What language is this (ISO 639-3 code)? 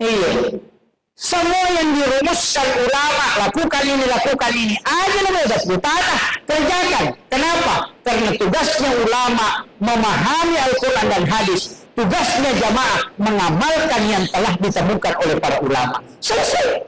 bug